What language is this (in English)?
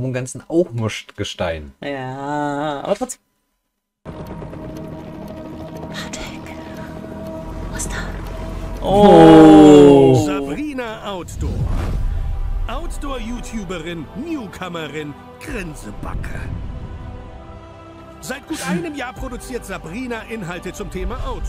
German